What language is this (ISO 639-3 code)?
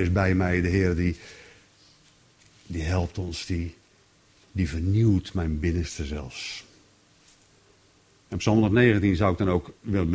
nld